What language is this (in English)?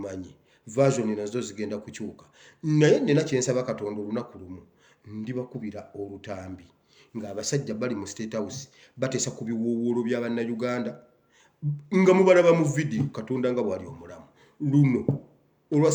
Ganda